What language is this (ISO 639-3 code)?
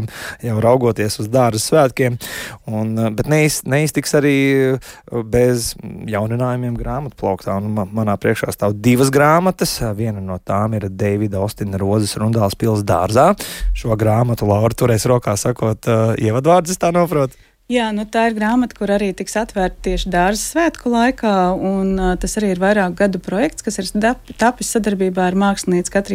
lav